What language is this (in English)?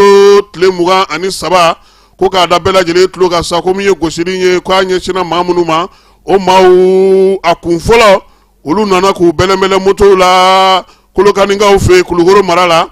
Bambara